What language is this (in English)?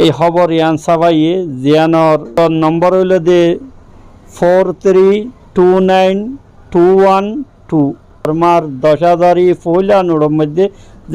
Rohingya